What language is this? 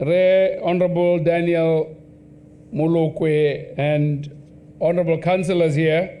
Tswana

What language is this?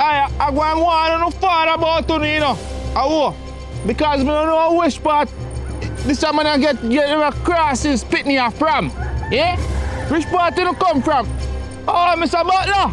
Jamaican Creole English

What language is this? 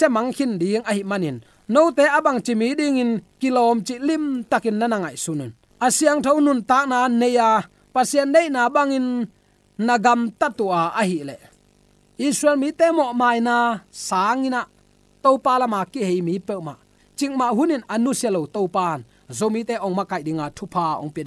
Tedim Chin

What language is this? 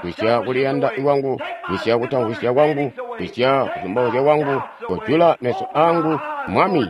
Tonga (Zambia)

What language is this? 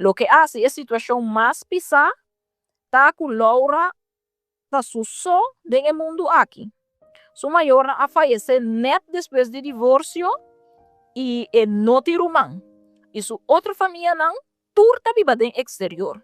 Papiamento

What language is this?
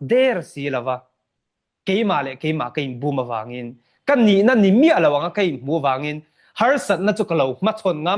Mizo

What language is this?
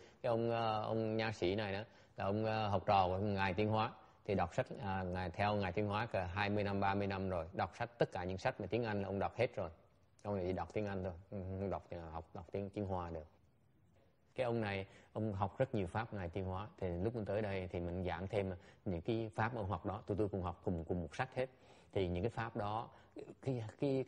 Vietnamese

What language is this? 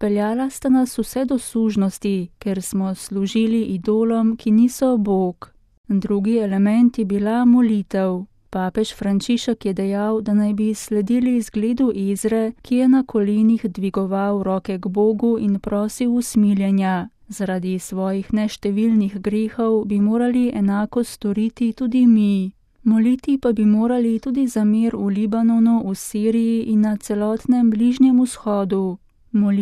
Slovenian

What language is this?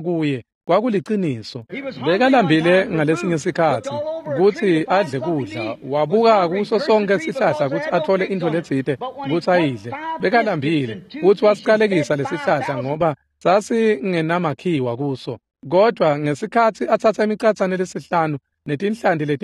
Swati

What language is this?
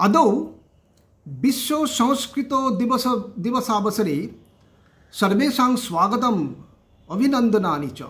Sanskrit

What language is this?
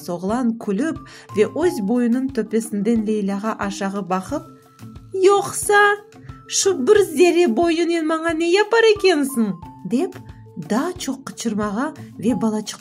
Crimean Tatar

